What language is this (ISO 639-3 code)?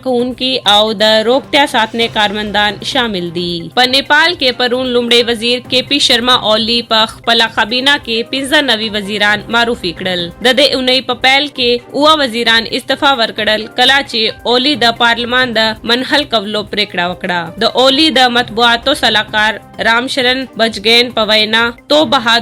pus